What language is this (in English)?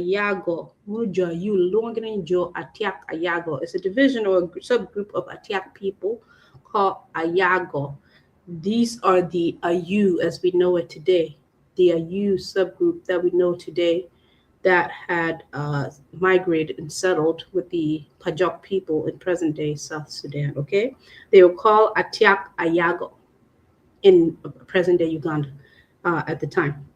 Acoli